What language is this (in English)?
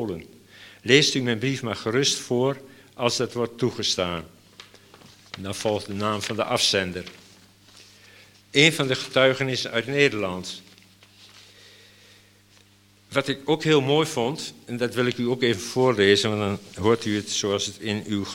Dutch